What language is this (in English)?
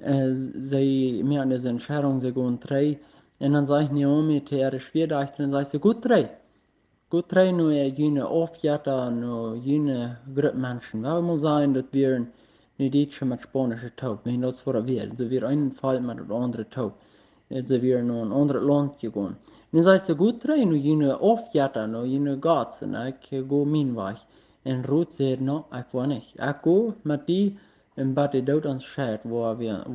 Plautdietsch